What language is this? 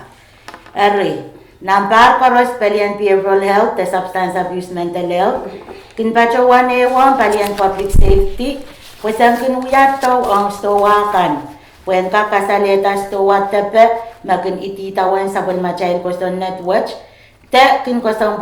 Pohnpeian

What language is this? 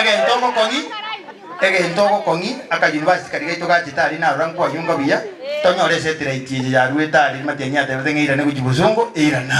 Gusii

